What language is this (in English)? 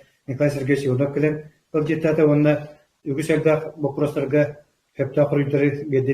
Yakut